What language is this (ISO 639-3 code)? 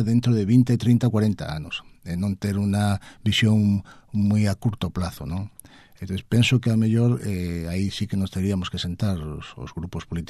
glg